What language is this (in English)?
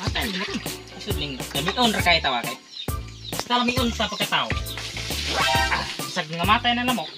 Cebuano